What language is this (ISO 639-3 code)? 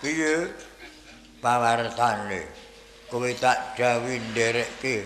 jav